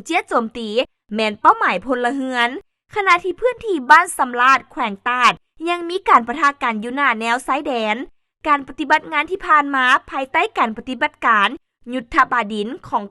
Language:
Lao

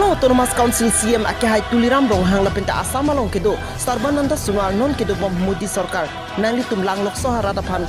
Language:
Karbi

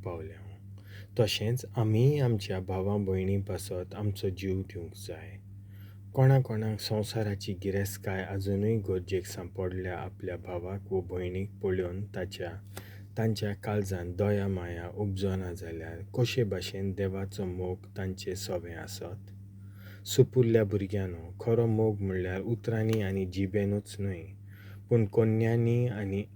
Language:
Konkani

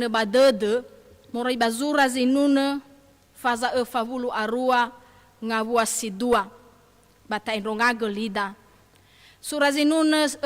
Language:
Nias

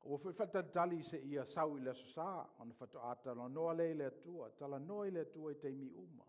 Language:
Samoan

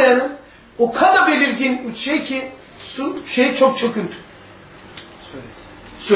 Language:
Turkish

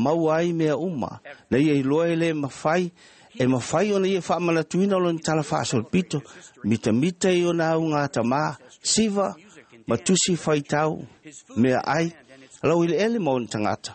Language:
Samoan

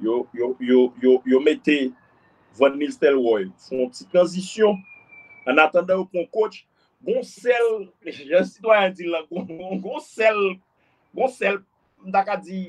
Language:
Haitian Creole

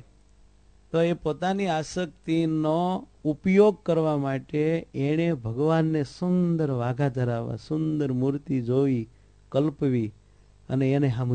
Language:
Gujarati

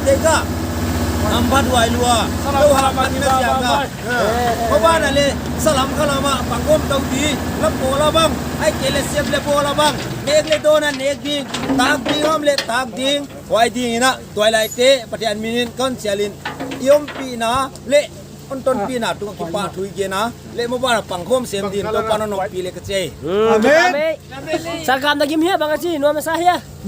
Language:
Paite Chin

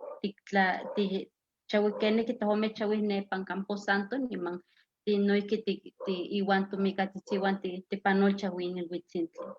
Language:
Eastern Huasteca Nahuatl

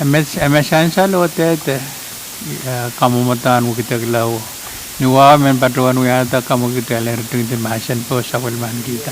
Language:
Pohnpeian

